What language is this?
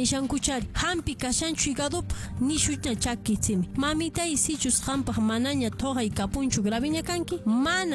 Quechua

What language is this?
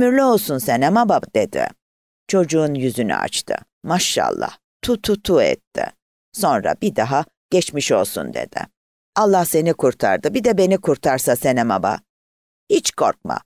Turkish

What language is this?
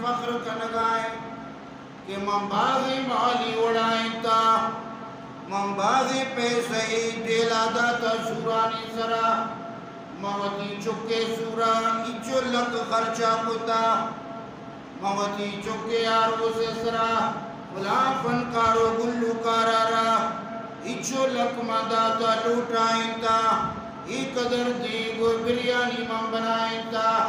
Baluchi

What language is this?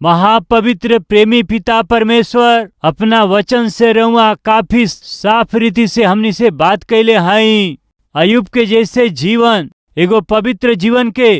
Bhojpuri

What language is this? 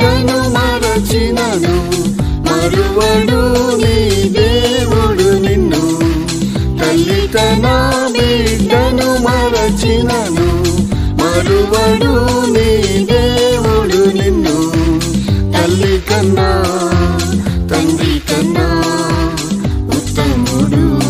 Telugu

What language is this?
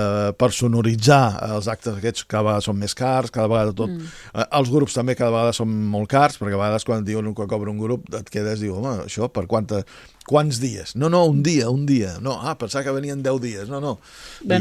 Catalan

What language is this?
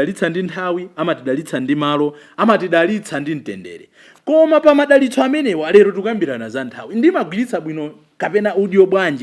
Nyanja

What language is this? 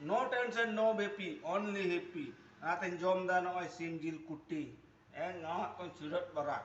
Santali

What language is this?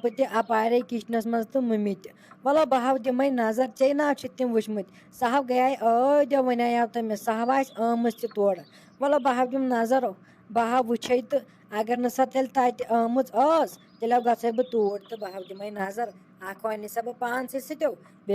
Kashmiri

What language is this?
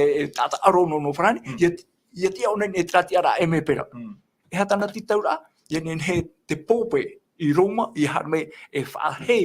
Tahitian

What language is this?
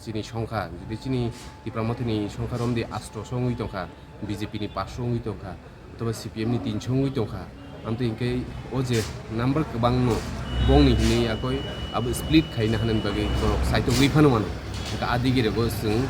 Kok Borok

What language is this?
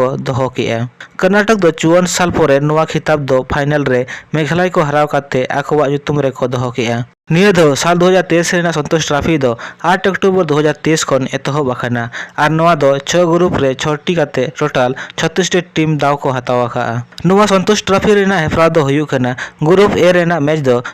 Santali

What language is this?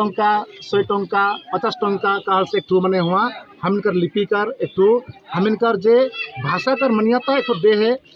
Sadri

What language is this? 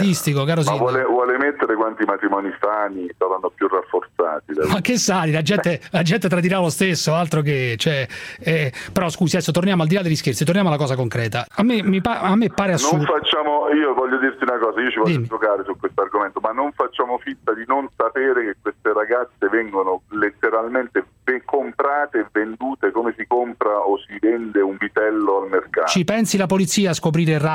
Italian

